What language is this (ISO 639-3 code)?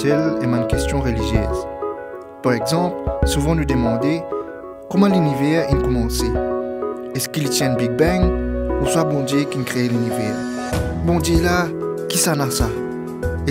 mfe